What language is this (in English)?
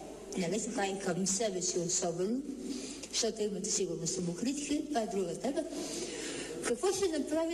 Bulgarian